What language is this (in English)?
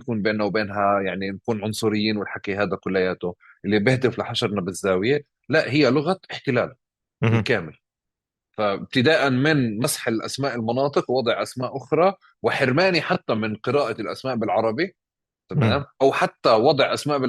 North Levantine Arabic